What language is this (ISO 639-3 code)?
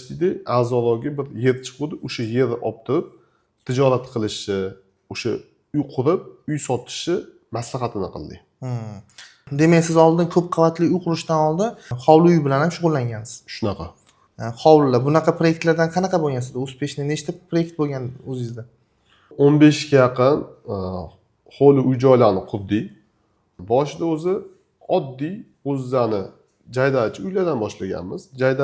uzb